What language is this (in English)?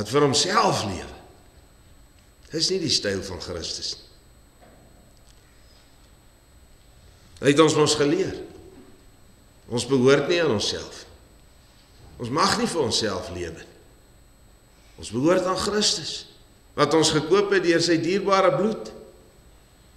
Afrikaans